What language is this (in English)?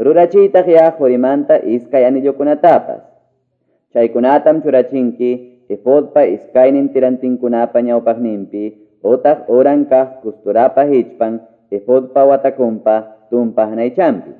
Ayacucho Quechua